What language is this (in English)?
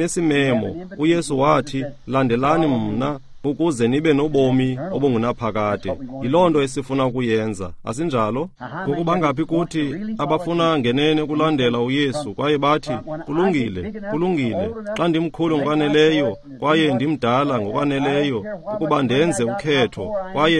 Xhosa